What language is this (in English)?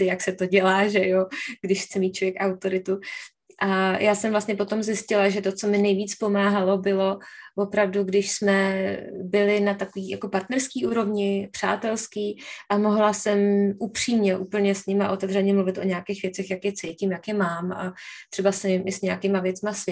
Czech